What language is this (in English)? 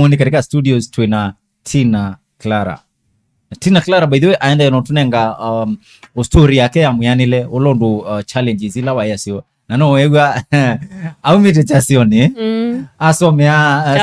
Kamba